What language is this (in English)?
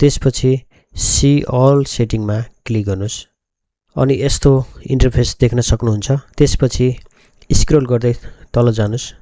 Nepali